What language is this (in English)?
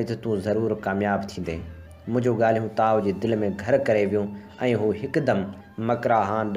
Sindhi